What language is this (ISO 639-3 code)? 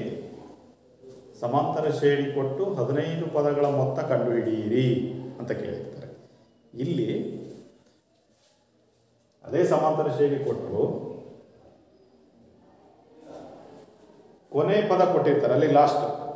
kan